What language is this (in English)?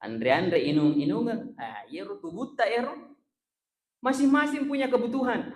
Buginese